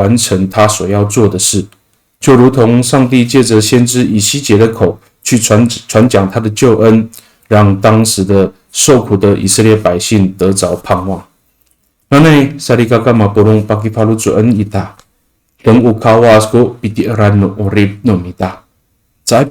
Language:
Amis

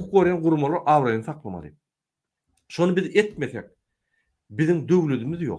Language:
Turkmen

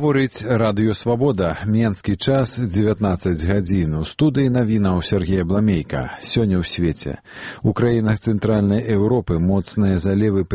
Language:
Belarusian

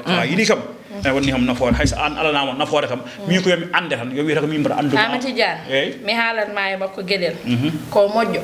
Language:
Fula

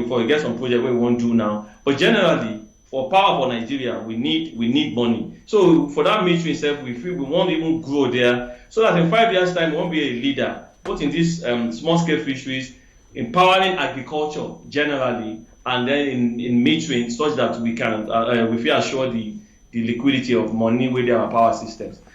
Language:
Nigerian Pidgin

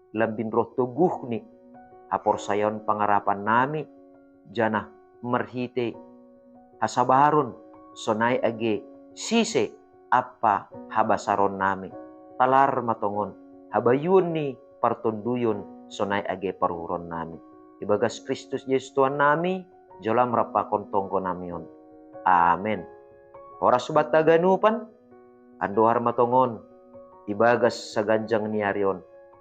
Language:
Batak Simalungun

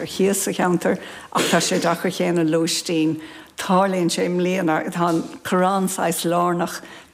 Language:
Irish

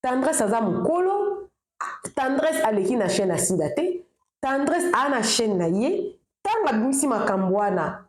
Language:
Lingala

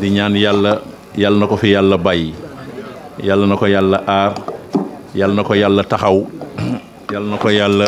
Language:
Wolof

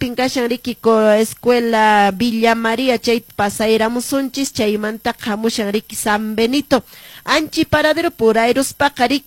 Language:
Quechua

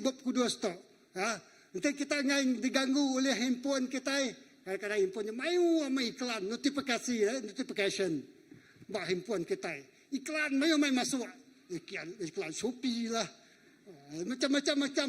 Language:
Iban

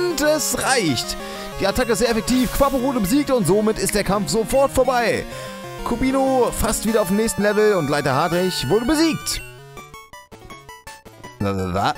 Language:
German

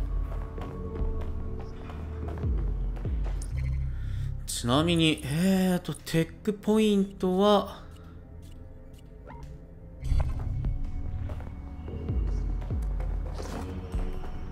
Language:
Japanese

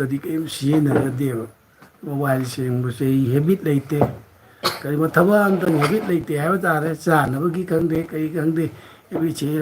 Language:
Manipuri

